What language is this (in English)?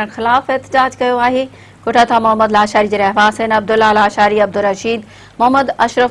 Sindhi